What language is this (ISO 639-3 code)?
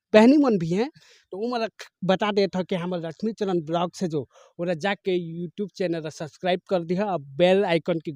hne